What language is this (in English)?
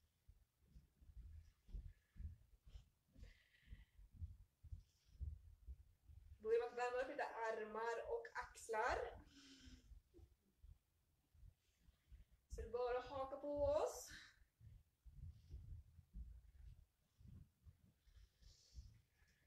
Swedish